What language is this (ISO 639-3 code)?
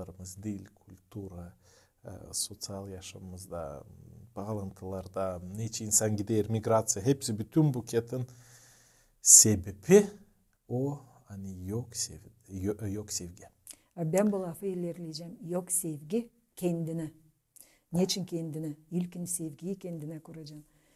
gag